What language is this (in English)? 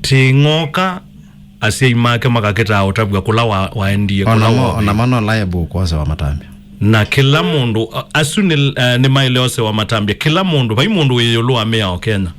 Kamba